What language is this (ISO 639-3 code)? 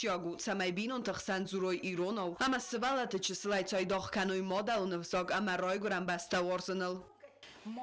oss